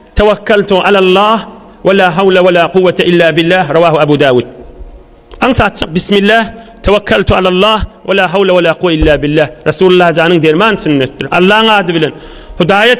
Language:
Turkmen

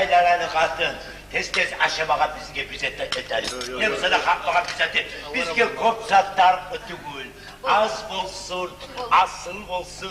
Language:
Kumyk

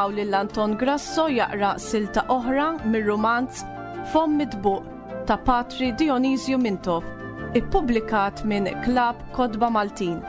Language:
Maltese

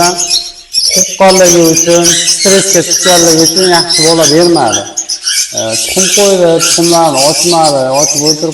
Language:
Uzbek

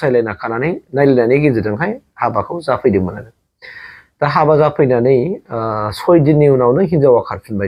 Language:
Bodo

